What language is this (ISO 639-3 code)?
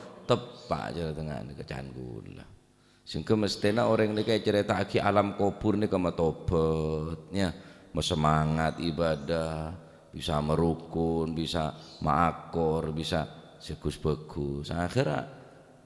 mad